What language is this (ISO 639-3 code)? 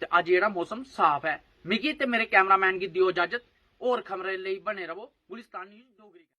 doi